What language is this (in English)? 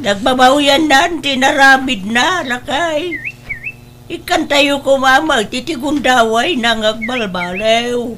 Iloko